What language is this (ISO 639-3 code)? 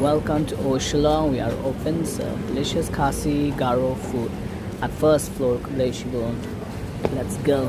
kha